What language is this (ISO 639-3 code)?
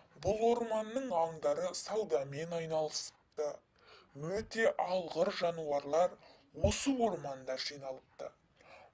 kaz